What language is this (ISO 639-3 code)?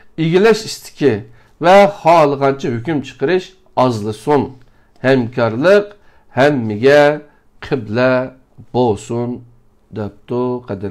uig